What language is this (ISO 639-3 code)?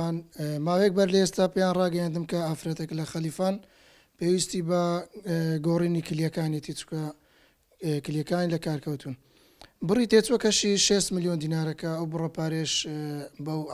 ckb